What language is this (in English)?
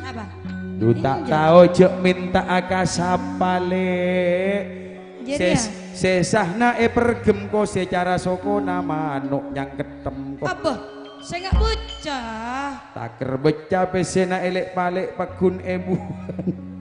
Madurese